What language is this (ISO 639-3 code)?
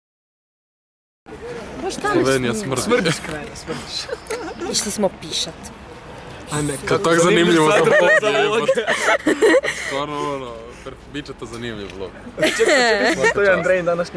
hrv